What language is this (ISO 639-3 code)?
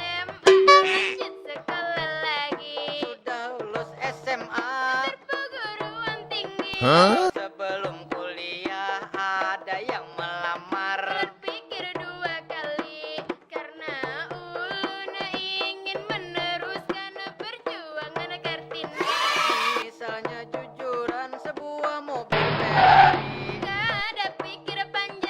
bjn